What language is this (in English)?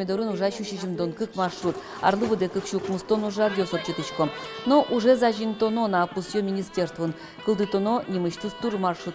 Udmurt